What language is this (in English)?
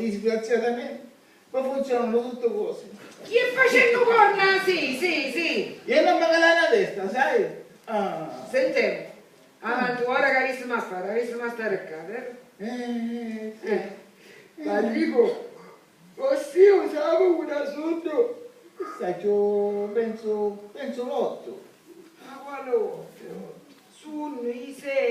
Sicilian